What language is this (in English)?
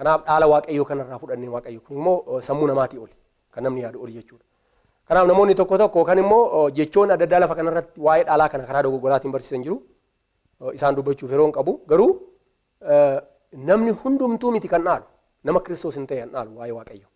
Oromo